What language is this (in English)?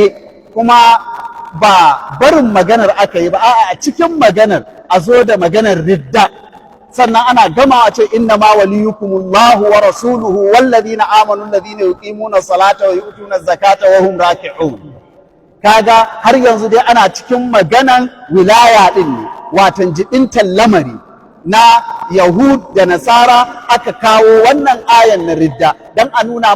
Hausa